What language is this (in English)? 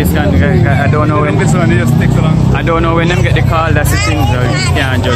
Jamaican Creole English